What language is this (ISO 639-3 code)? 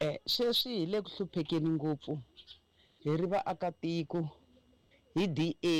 tso